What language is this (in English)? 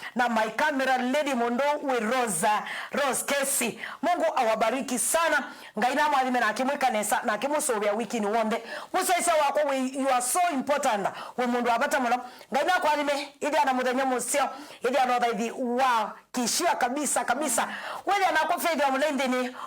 Kamba